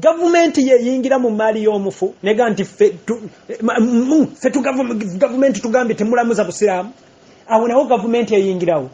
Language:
Ganda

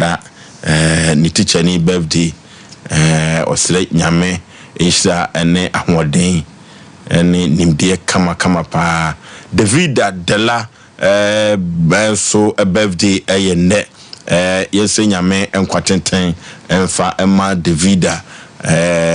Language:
Akan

